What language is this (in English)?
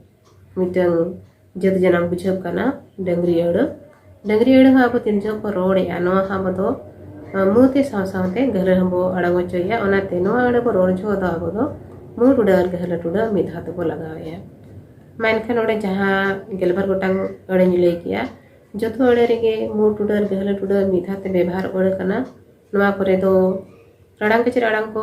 Santali